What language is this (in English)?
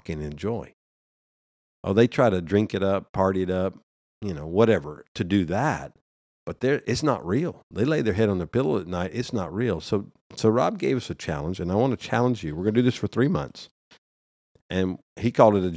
English